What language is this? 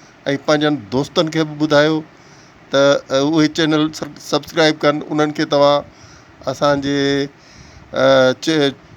Sindhi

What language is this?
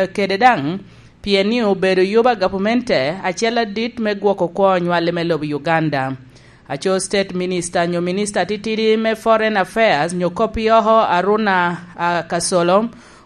Lango (Uganda)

